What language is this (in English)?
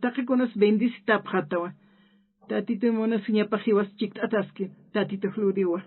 Aymara